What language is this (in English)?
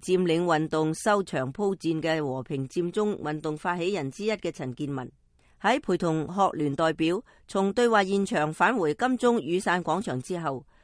Cantonese